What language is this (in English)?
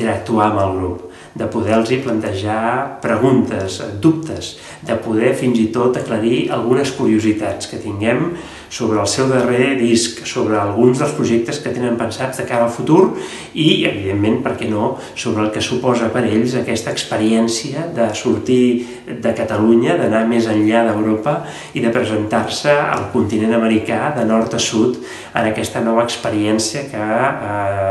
Catalan